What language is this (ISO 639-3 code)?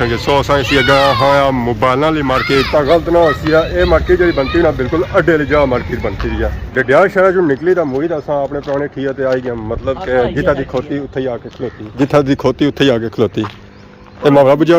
phr